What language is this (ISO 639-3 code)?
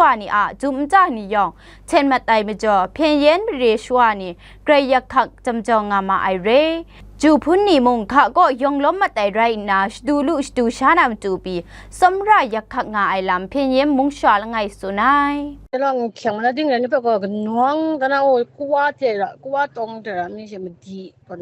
kac